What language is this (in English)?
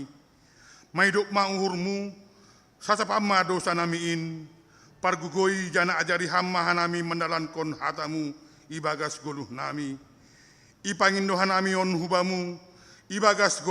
Batak Simalungun